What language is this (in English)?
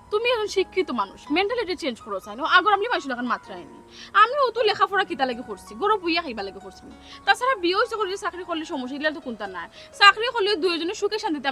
Sylheti